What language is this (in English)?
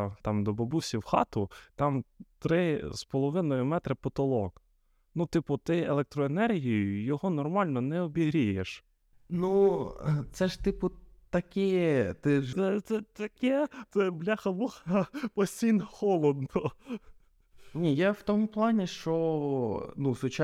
Ukrainian